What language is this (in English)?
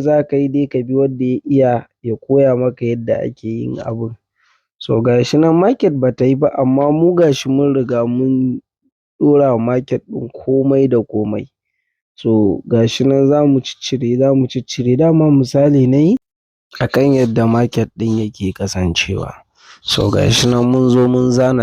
Hausa